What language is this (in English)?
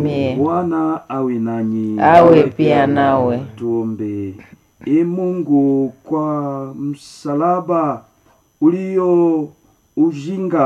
Swahili